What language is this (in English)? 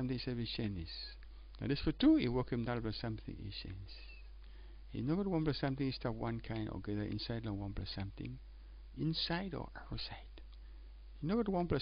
Tok Pisin